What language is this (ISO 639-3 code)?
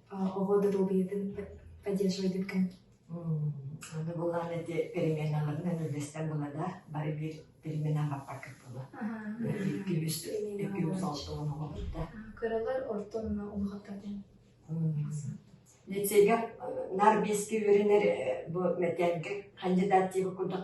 sah